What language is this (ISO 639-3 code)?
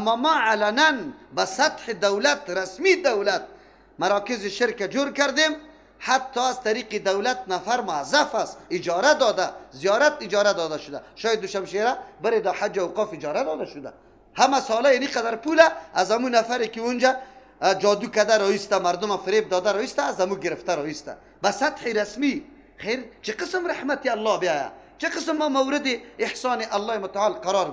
fas